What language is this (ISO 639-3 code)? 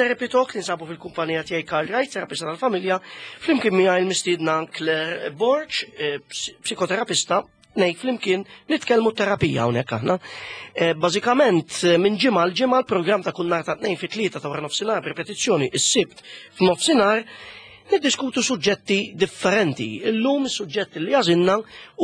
mlt